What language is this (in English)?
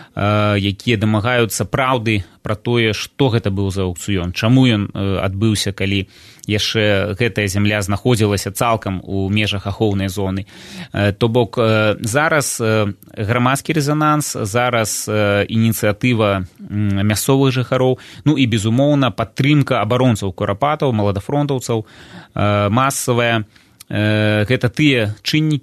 Belarusian